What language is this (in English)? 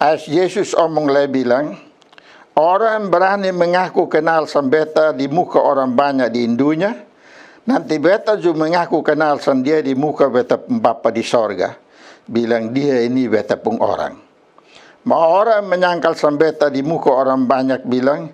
Kupang Malay